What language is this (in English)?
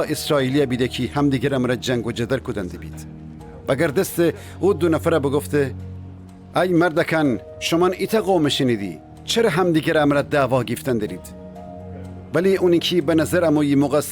Gilaki